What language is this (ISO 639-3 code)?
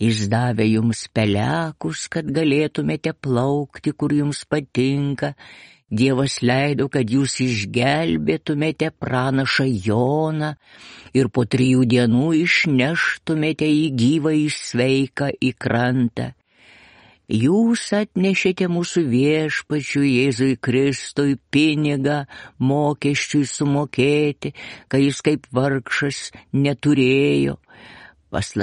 lit